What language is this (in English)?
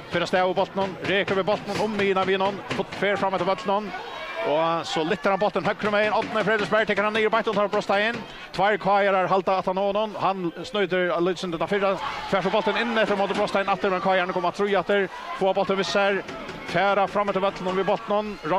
Faroese